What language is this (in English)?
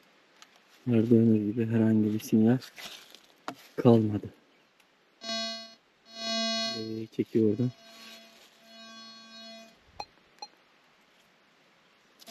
Turkish